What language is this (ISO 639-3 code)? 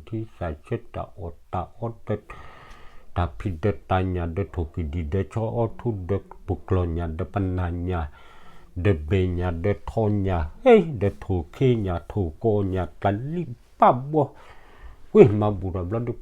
ksw